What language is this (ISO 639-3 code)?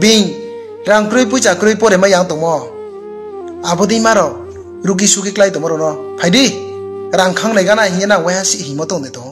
ria